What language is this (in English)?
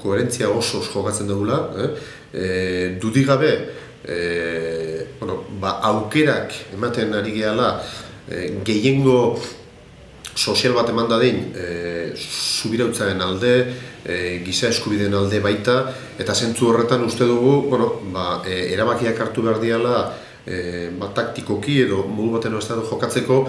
Basque